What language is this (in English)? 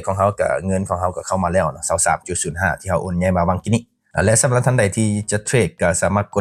Lao